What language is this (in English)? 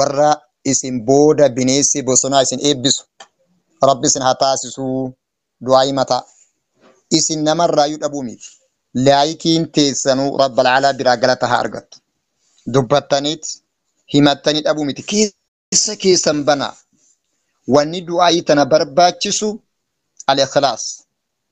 Oromo